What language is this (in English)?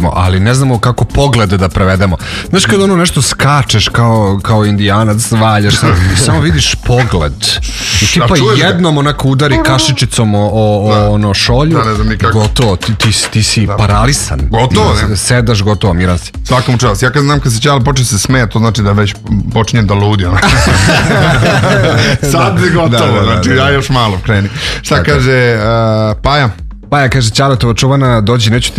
Serbian